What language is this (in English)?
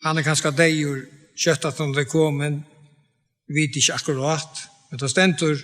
Faroese